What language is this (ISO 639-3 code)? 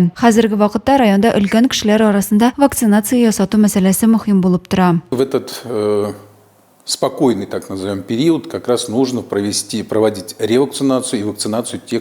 tat